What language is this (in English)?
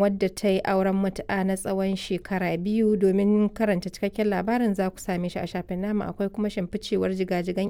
Hausa